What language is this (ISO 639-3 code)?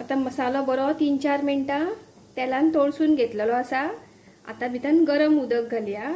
kok